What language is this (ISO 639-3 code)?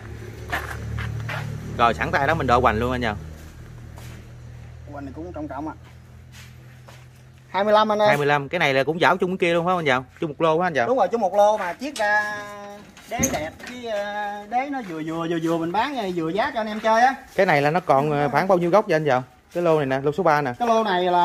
vie